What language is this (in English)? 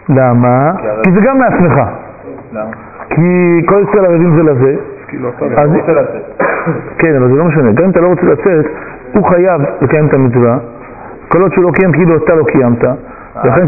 Hebrew